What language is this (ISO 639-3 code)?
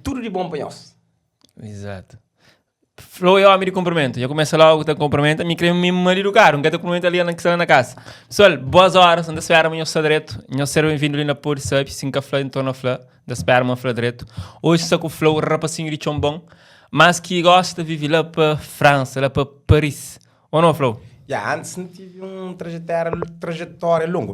kea